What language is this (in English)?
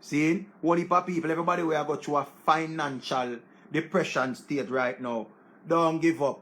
Jamaican Creole English